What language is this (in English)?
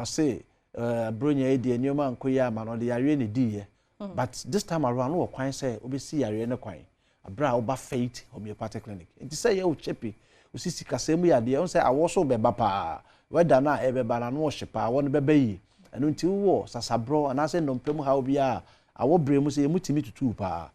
Akan